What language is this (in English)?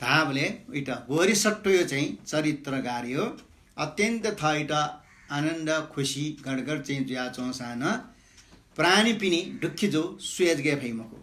Newari